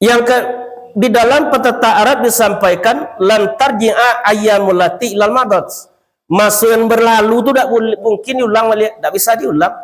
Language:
Minangkabau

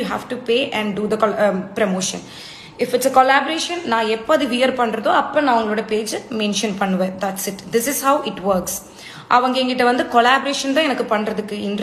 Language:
Tamil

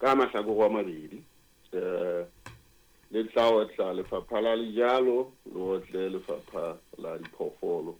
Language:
Southern Sotho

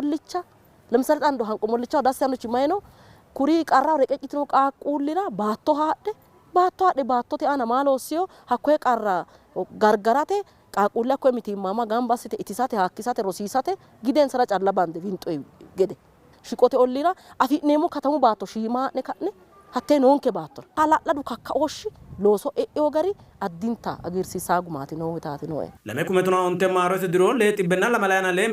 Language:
Sidamo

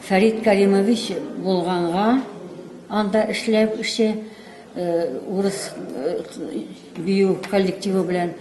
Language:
Tatar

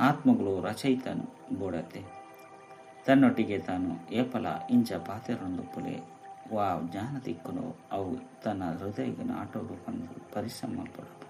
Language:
Tulu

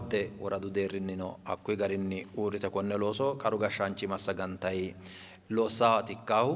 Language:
Sidamo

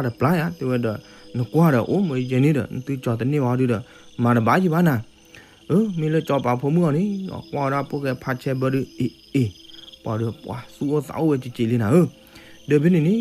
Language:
S'gaw Karen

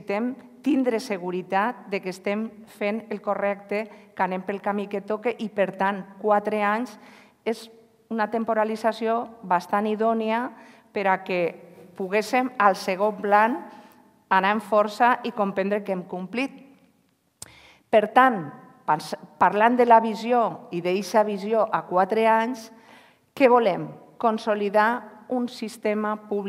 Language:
Catalan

